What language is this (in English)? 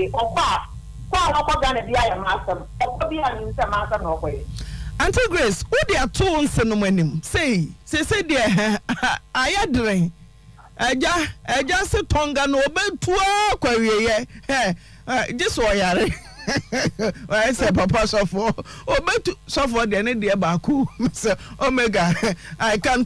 Akan